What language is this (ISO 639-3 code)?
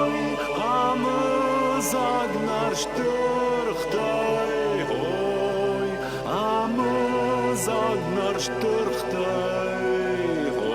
oss